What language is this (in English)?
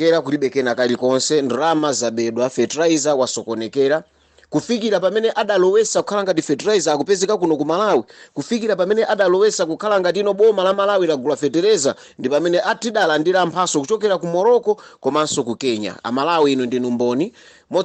Nyanja